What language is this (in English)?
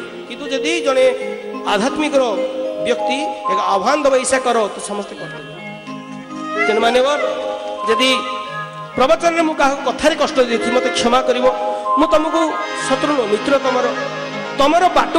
Odia